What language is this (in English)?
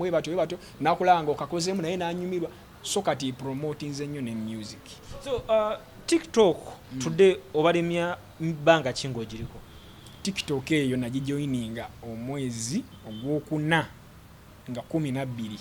Ganda